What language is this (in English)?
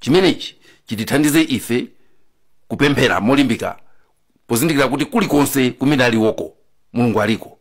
Nyanja